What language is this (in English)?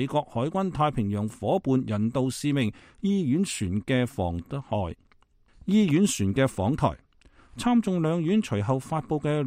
Cantonese